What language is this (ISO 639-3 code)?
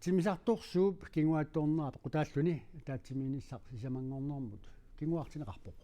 kal